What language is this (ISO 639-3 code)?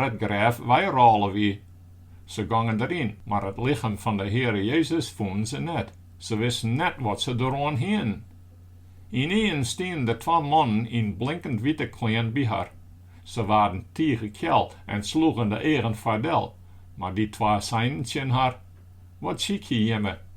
fry